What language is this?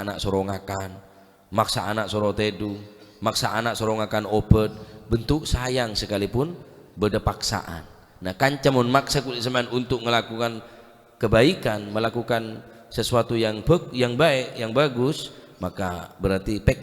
Madurese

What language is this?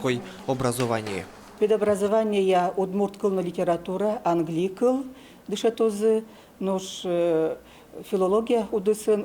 Udmurt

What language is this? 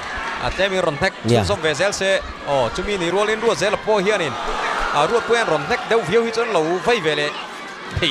Mizo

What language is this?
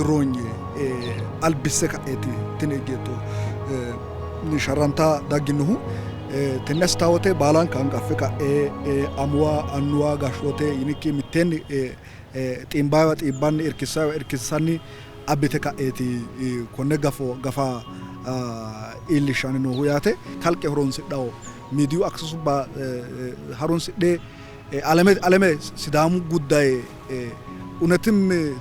Sidamo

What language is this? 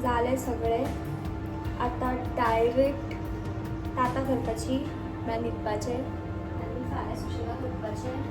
Konkani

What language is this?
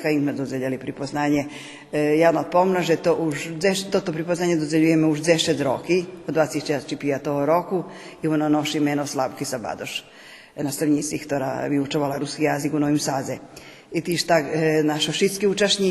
Rusyn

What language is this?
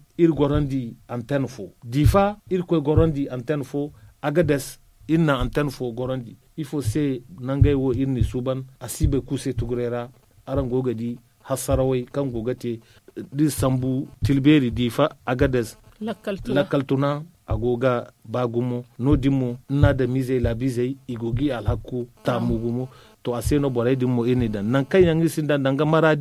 Zarma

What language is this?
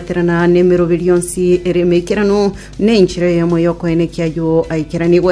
Gusii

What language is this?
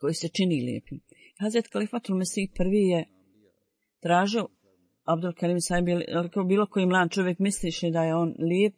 Bosnian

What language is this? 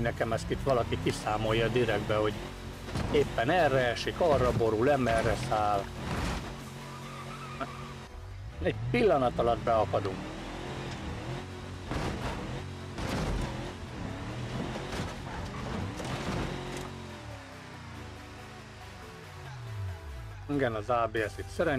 Hungarian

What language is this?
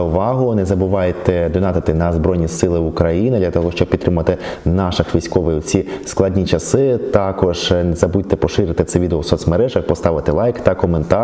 Ukrainian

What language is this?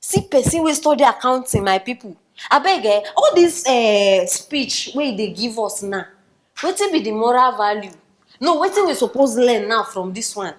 Nigerian Pidgin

